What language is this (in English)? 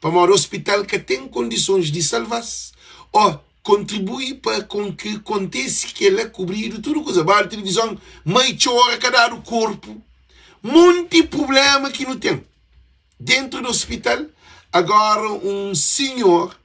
Kabuverdianu